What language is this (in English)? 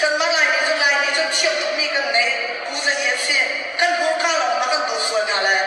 Hakha Chin